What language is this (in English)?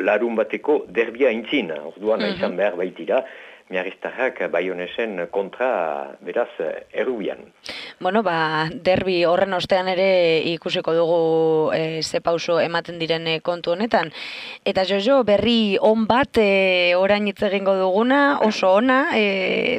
Basque